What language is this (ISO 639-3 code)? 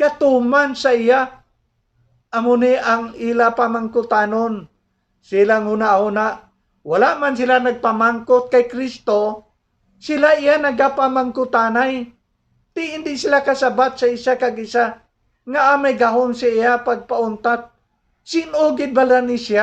hil